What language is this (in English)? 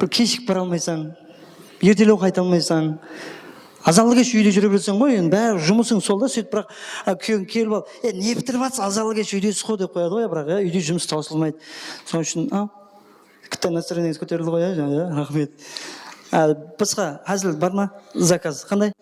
Kara-Kalpak